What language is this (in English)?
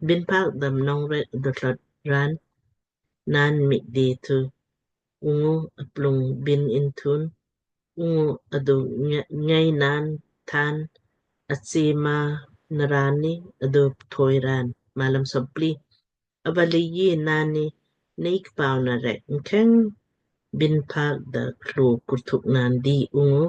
Lamkang